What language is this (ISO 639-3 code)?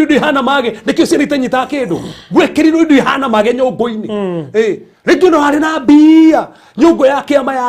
kik